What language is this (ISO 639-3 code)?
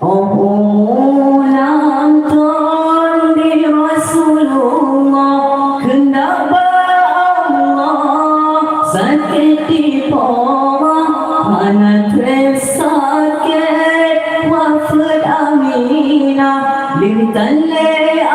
ace